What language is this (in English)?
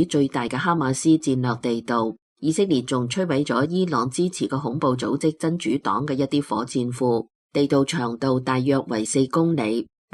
Cantonese